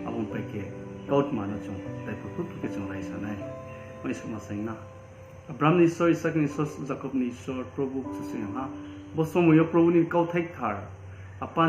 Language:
Riang (India)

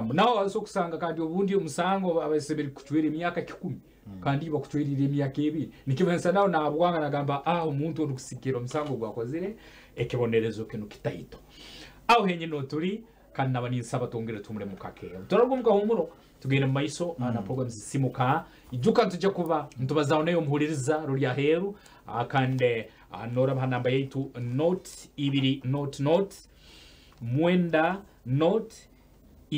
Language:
Nyankole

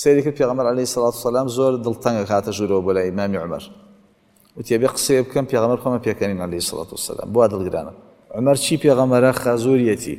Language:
Central Kurdish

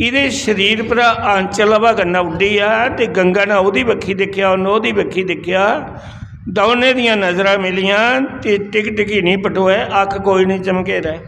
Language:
Dogri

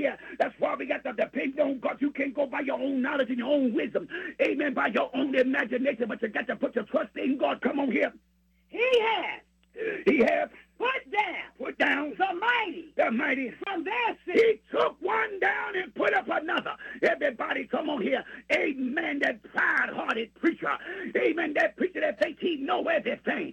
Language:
English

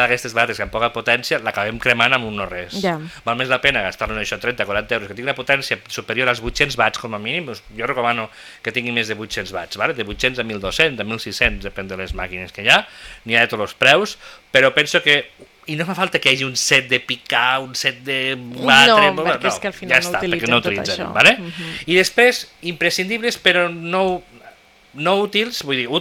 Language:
Catalan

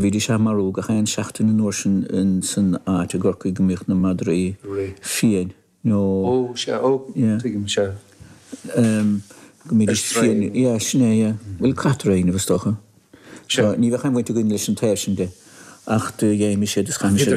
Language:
Irish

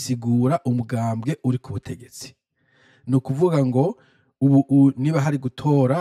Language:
Rundi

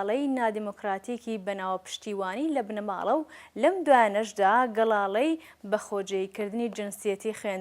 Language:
Central Kurdish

